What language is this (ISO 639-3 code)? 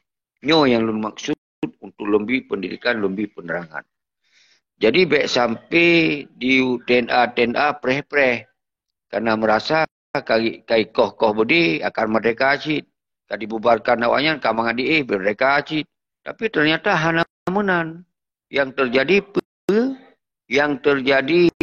ace